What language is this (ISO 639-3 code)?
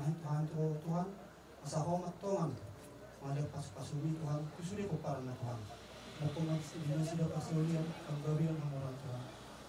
bbc